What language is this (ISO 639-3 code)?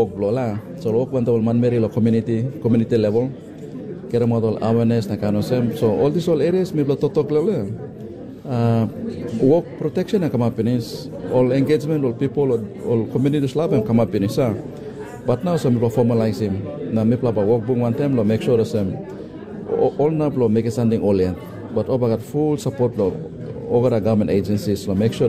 tpi